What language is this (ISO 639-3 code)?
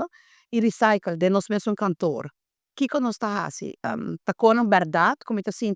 pap